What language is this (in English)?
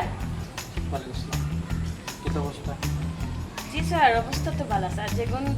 Sylheti